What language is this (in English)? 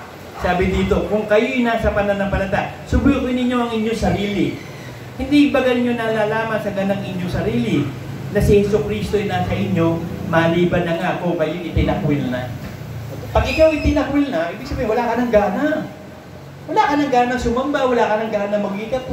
Filipino